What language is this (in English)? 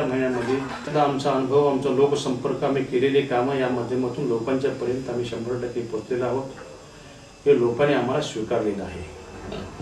Marathi